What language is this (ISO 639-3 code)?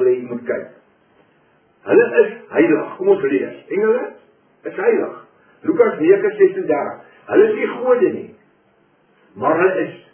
afr